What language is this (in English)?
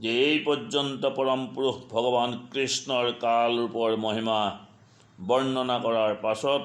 Assamese